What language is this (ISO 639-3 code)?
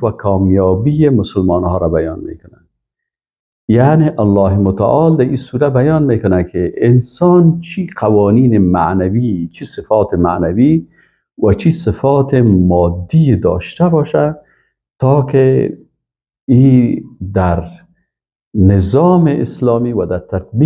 fas